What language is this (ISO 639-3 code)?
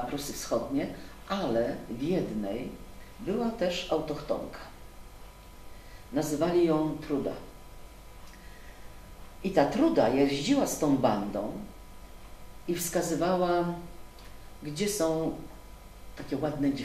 pol